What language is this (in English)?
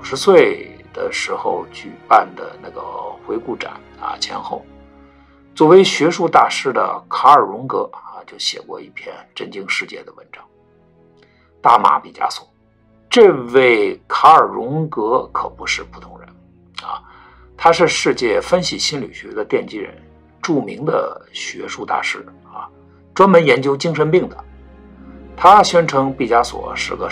Chinese